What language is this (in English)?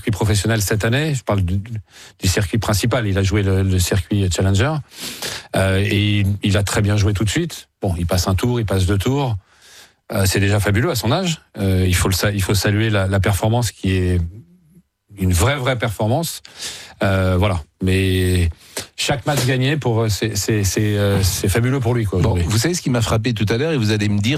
French